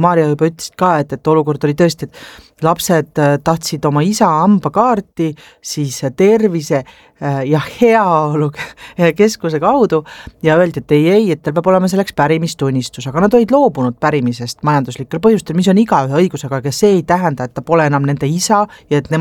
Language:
Estonian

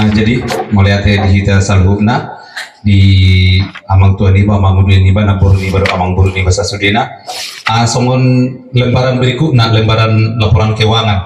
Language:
Batak Toba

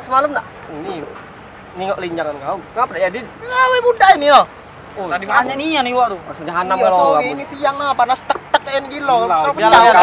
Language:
Musi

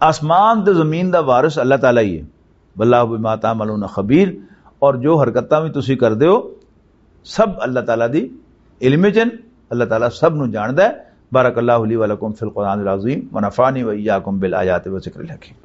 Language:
Western Panjabi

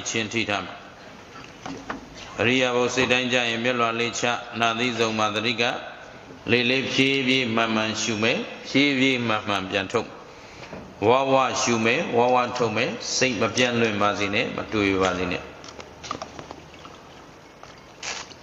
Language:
Burmese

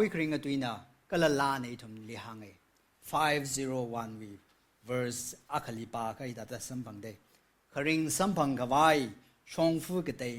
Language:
Tangkhul Naga (India)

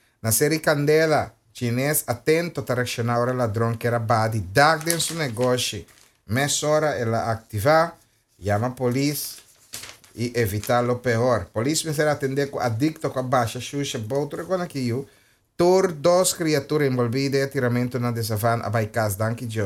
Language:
Papiamento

